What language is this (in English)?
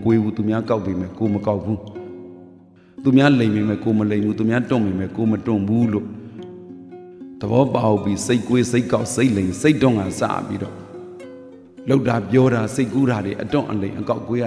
Burmese